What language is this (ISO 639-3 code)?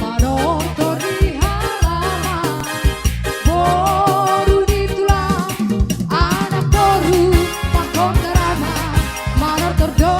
bts